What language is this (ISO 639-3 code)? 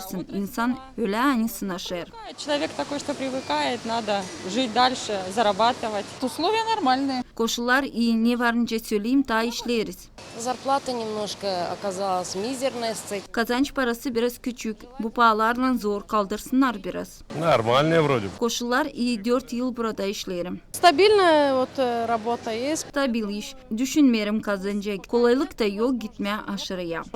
gag